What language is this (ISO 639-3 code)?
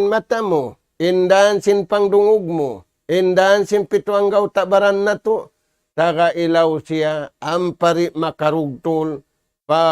tsg